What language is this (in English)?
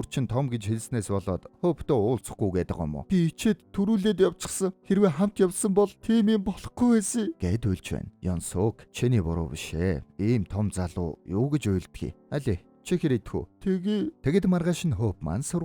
Mongolian